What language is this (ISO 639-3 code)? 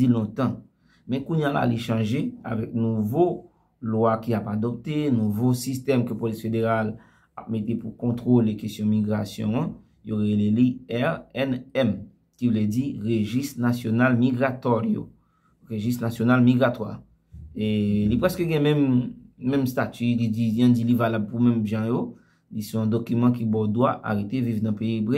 hat